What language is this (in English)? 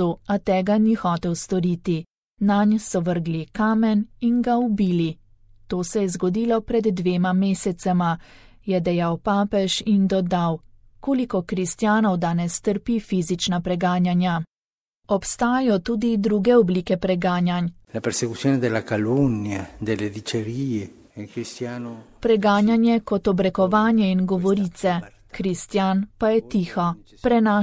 Slovenian